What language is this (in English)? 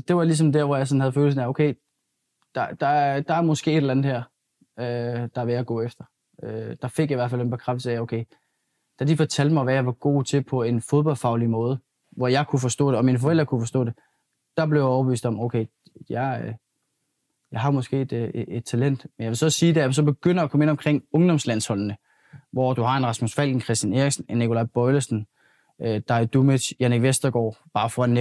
Danish